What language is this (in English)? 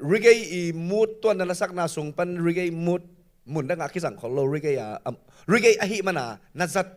Tedim Chin